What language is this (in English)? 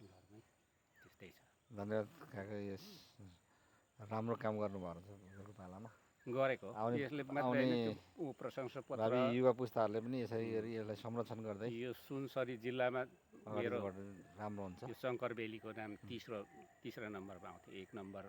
Nepali